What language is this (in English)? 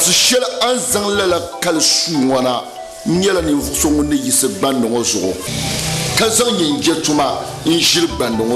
Dagbani